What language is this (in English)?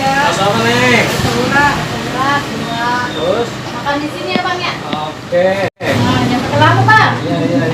Betawi